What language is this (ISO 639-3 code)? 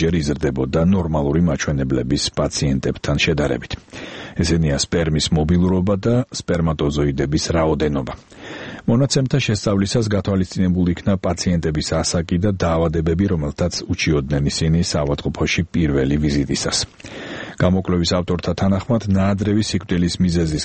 kat